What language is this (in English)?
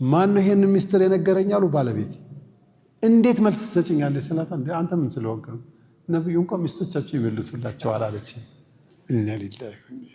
Amharic